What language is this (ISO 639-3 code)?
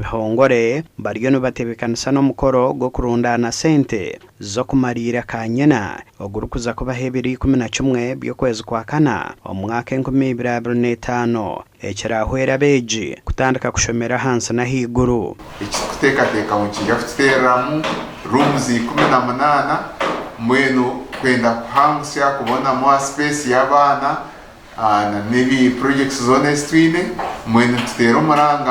nyn